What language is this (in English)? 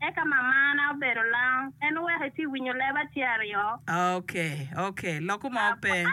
Acoli